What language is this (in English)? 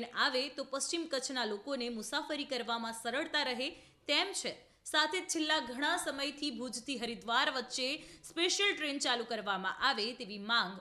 Gujarati